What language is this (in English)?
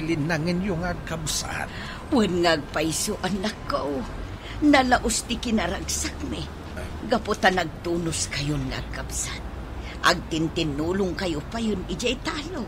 Iloko